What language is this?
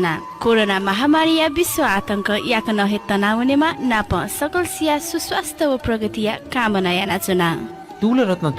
Newari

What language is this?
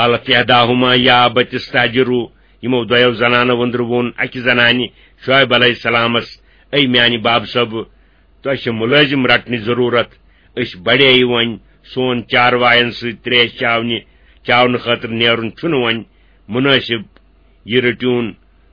Kashmiri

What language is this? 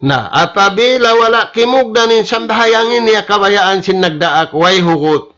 Tausug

